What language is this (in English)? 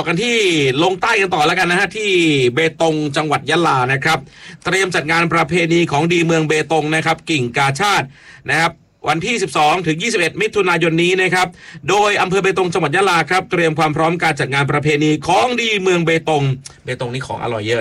Thai